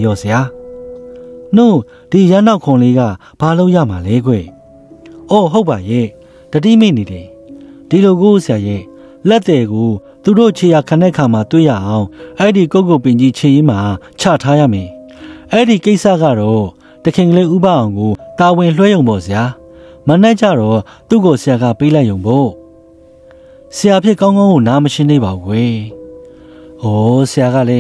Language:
Burmese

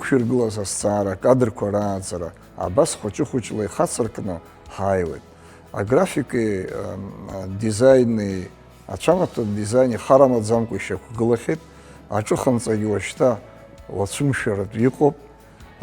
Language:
Abkhazian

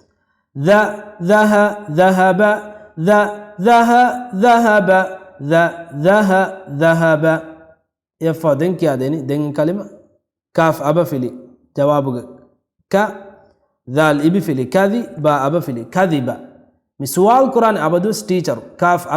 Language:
Divehi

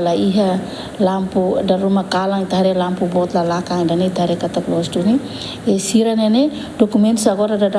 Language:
Tetum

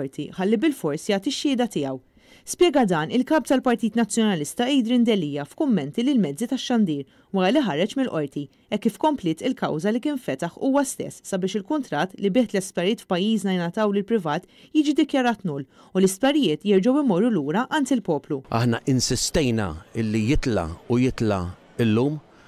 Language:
Maltese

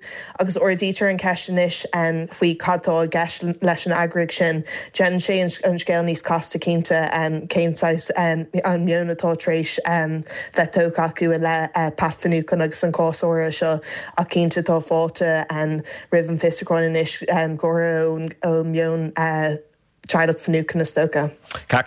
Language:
Irish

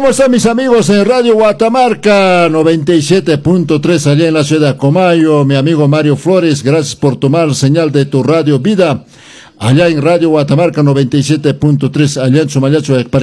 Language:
Quechua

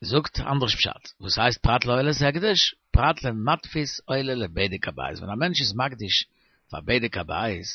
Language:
Yiddish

